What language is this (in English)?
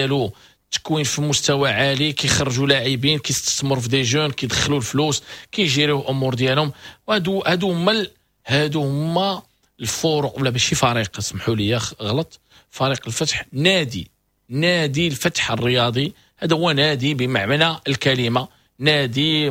Moroccan Arabic